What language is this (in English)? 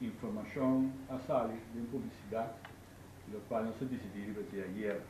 Papiamento